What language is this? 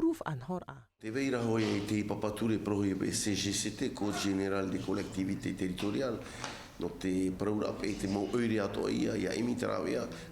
Tahitian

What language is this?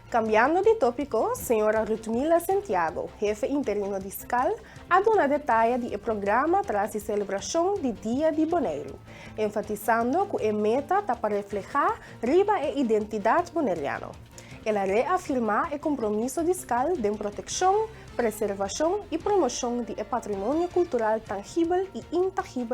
Papiamento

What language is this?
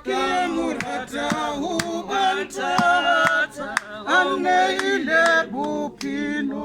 Southern Sotho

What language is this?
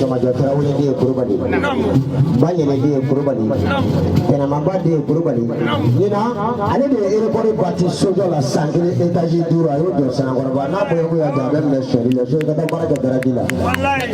Bambara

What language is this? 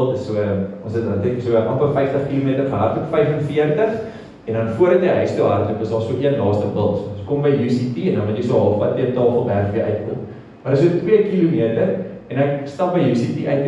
Afrikaans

